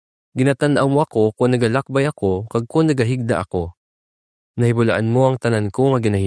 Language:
Hiligaynon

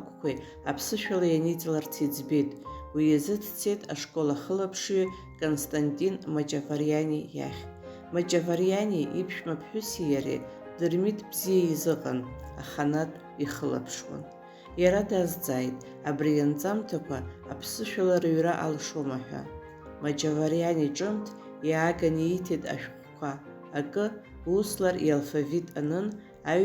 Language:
Abkhazian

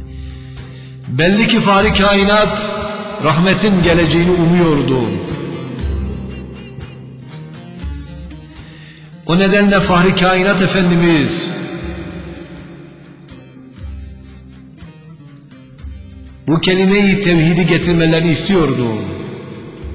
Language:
Turkish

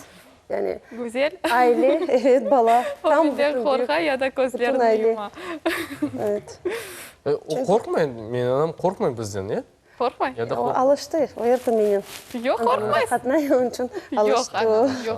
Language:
Crimean Tatar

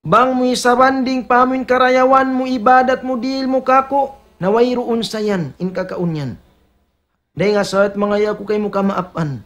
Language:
Tausug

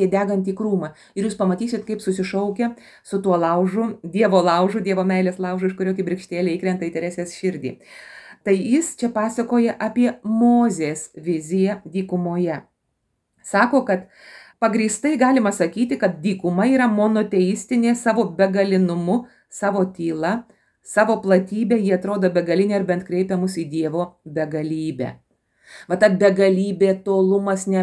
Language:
Lithuanian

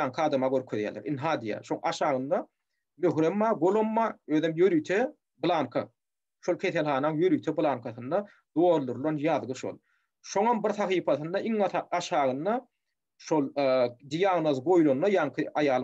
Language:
Turkmen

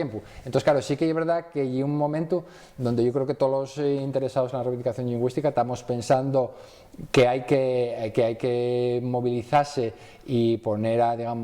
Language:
Asturian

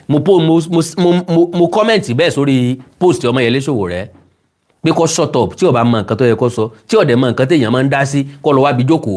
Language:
Yoruba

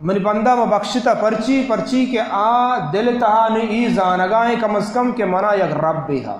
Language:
Baluchi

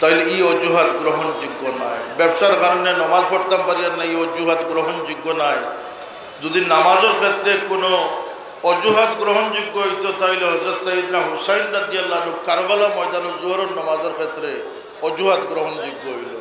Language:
Sylheti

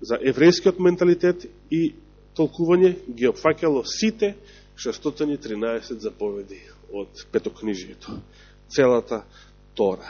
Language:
Macedonian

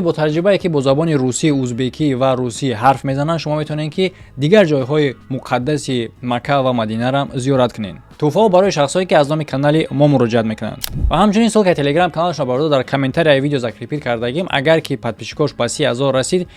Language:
Tajik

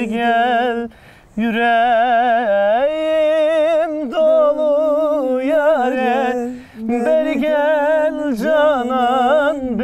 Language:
Zaza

